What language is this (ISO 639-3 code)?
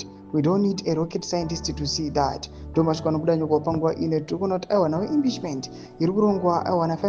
sna